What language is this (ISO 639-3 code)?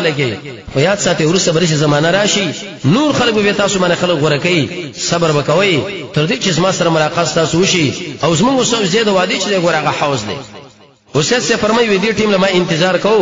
pus